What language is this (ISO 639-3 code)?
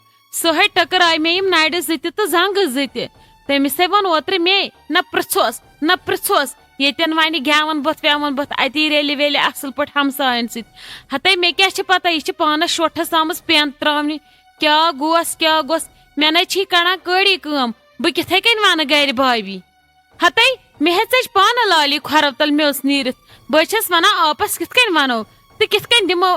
kas